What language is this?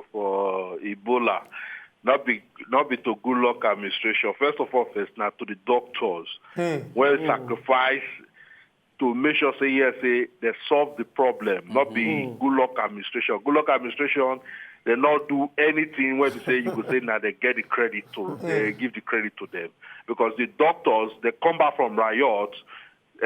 Nigerian Pidgin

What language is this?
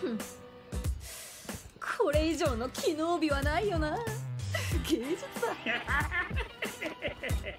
Japanese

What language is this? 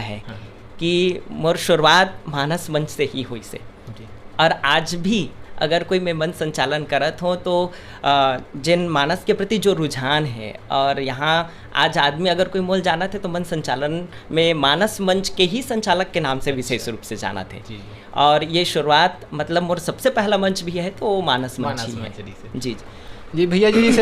Chhattisgarhi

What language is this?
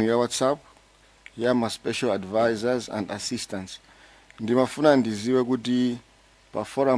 Nyanja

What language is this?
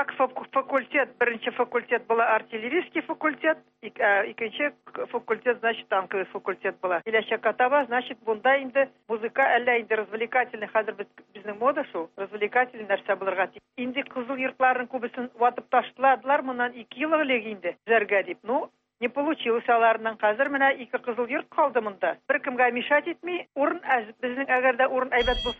Tatar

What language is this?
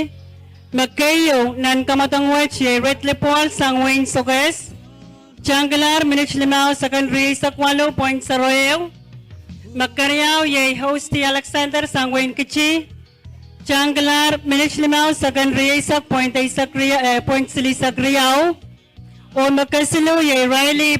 Pohnpeian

